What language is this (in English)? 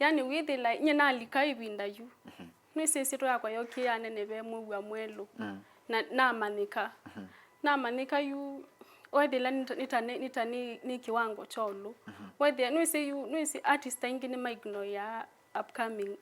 Kamba